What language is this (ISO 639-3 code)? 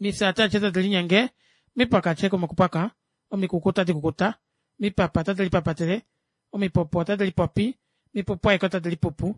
kua